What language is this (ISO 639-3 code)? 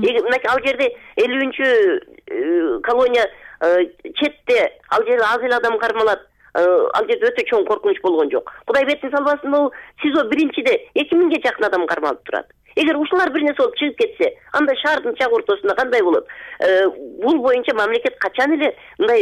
kir